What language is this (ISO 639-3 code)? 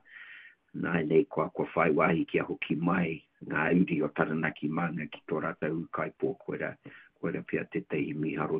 mri